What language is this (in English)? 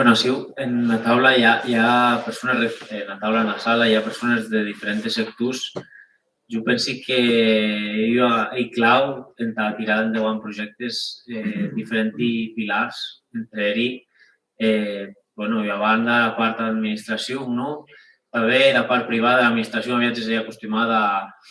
Occitan